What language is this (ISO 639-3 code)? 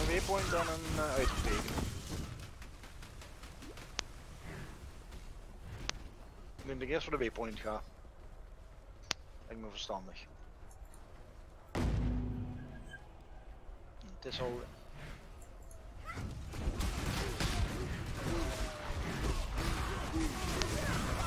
nld